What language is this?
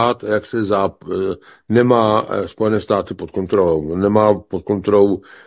Czech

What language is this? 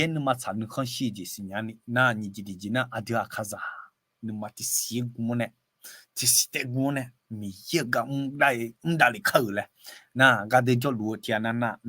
Akha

